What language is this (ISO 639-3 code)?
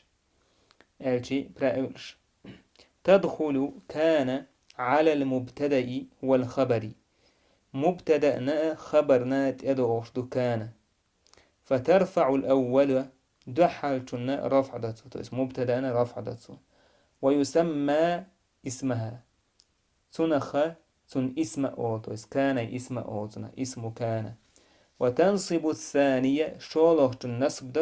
che